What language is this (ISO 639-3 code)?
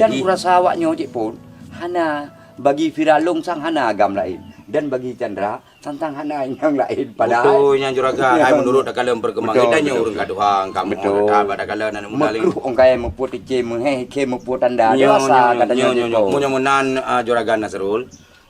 ace